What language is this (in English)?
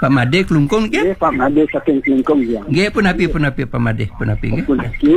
Balinese